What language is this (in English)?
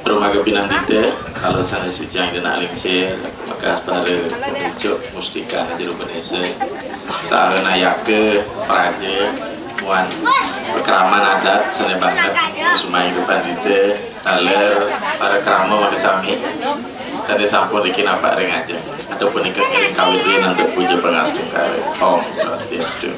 Balinese